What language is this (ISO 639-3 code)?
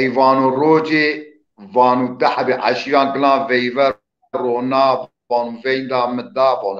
zza